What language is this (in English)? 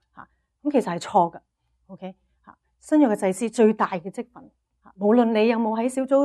Cantonese